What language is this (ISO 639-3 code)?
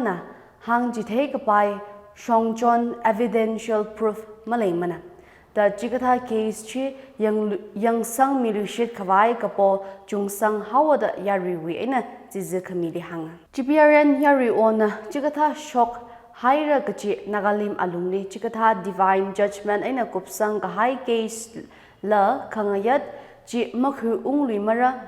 nmf